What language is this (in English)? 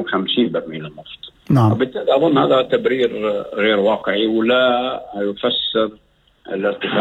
North Levantine Arabic